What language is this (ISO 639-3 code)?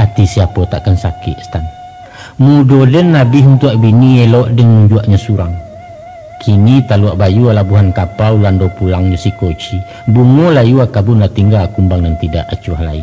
min